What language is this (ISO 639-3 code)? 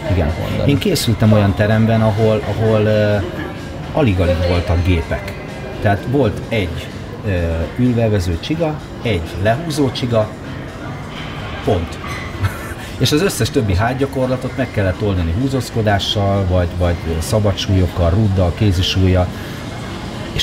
hun